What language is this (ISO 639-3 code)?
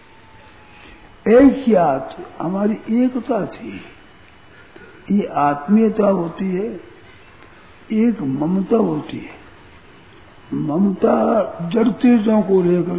hin